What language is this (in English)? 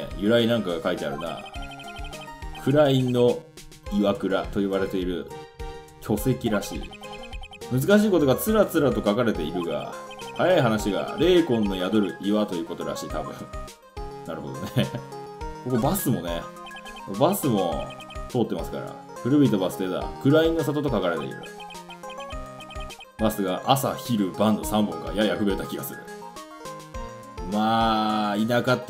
Japanese